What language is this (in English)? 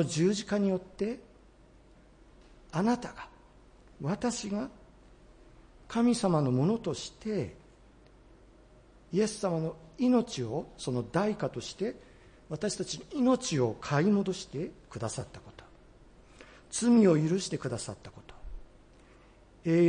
Japanese